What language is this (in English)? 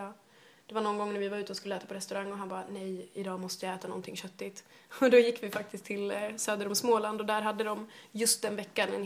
Swedish